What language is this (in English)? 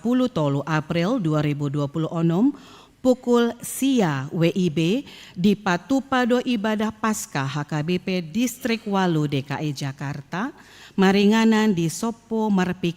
Batak Toba